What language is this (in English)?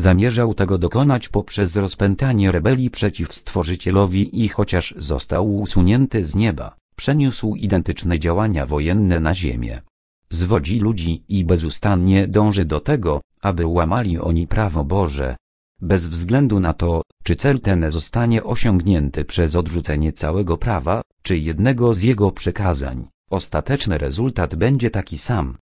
Polish